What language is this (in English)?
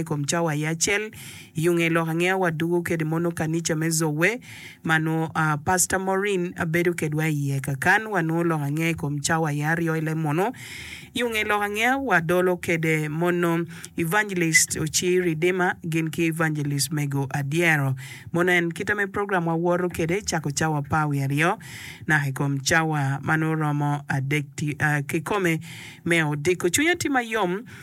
Acoli